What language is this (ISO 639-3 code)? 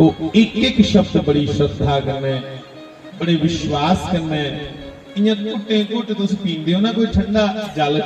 doi